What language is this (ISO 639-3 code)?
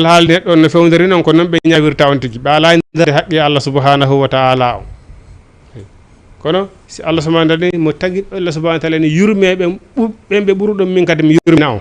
ful